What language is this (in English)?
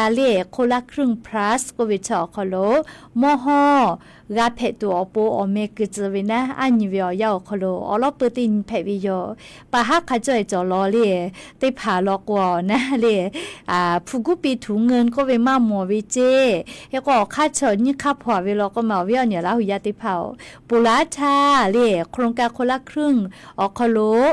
Lahu